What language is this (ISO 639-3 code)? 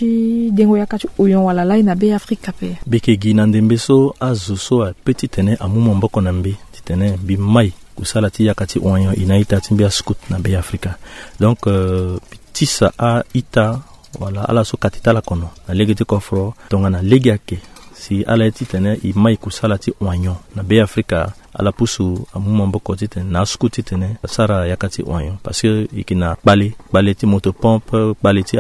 sag